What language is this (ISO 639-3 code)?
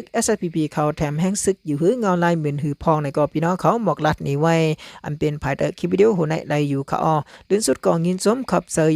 shn